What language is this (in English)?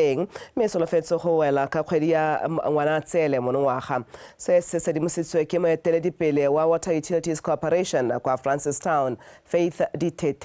Tswana